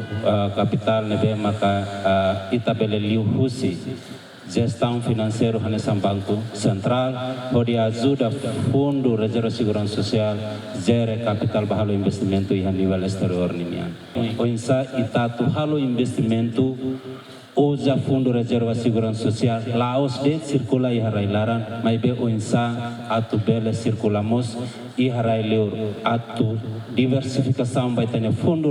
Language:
Tetum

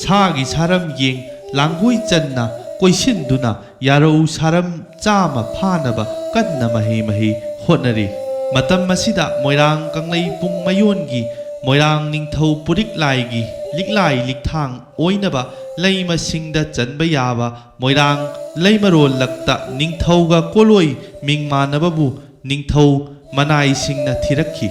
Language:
Manipuri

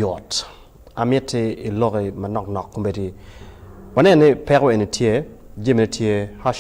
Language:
Acoli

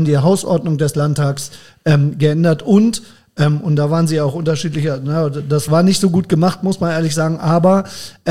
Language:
German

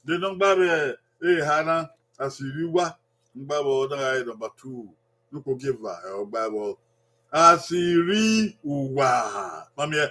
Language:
Bini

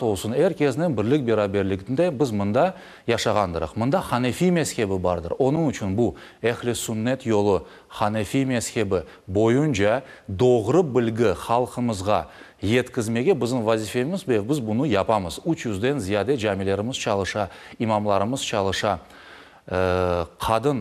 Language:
Crimean Tatar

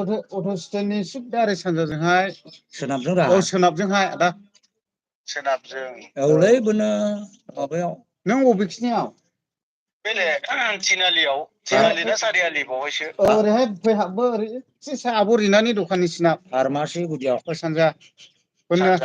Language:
Bodo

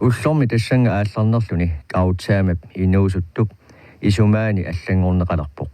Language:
Kalaallisut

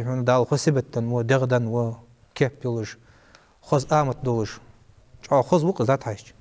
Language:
Ingush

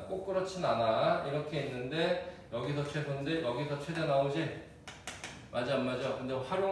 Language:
Korean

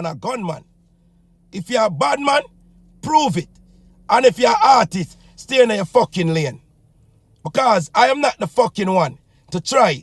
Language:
Jamaican Creole English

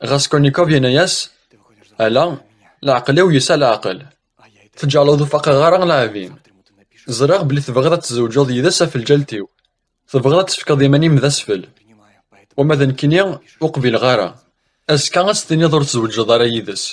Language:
Kabyle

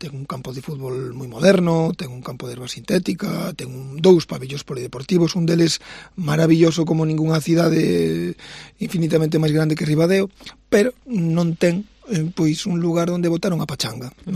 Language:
Galician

